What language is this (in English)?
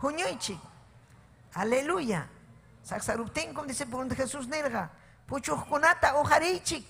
Ayacucho Quechua